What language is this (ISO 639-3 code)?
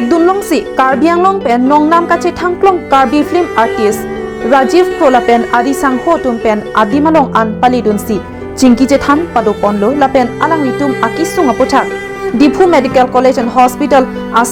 mjw